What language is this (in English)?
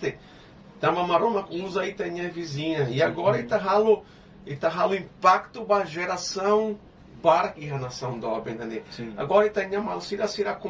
Tetum